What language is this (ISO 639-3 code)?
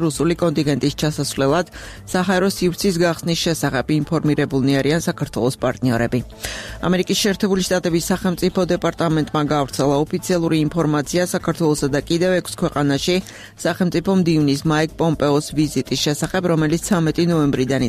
kat